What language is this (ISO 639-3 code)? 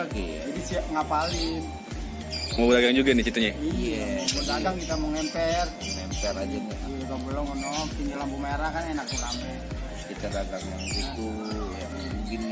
bew